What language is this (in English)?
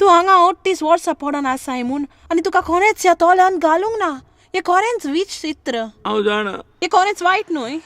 Konkani